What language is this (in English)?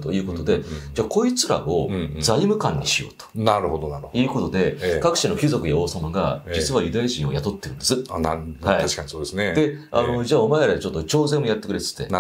Japanese